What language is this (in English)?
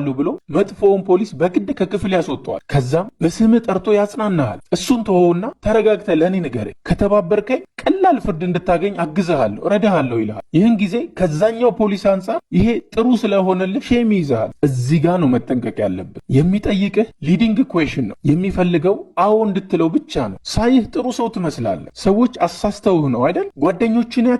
Amharic